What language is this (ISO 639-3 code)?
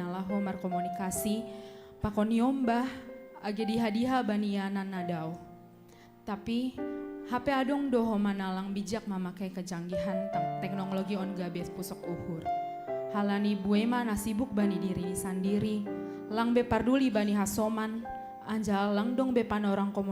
bts